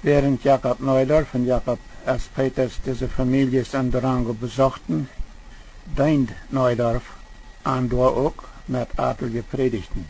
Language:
Plautdietsch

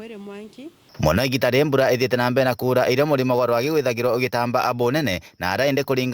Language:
Meru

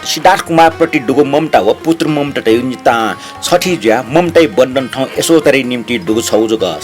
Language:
Newari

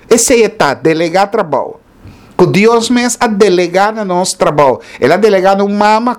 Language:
Papiamento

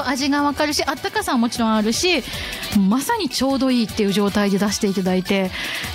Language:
Japanese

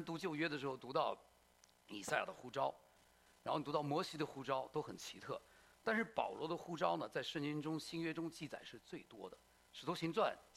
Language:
Chinese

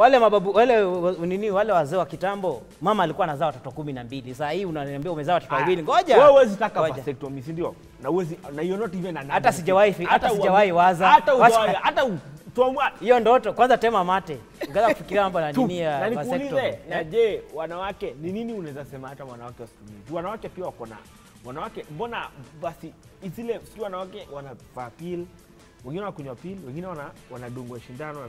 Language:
Swahili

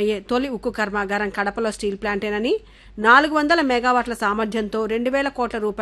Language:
Telugu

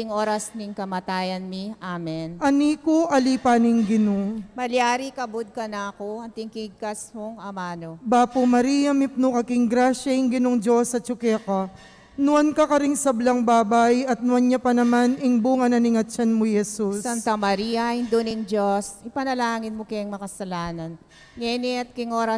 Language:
Pampanga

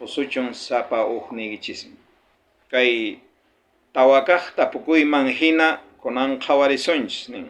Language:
South Bolivian Quechua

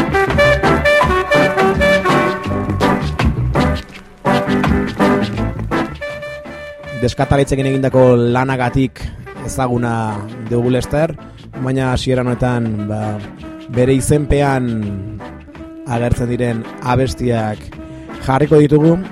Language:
Basque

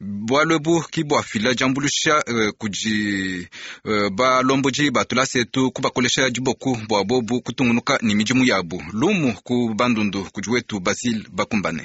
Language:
Luba-Lulua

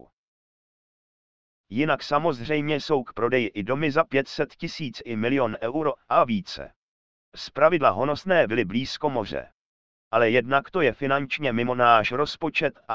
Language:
Czech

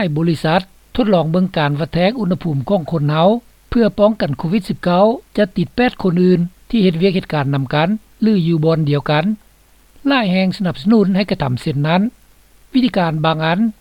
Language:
Lao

